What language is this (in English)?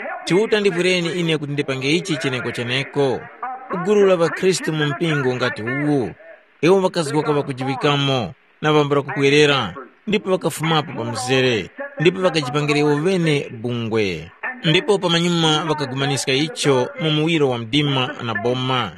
Tumbuka